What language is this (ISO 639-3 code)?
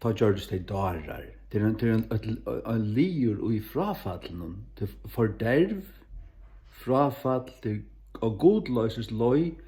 fao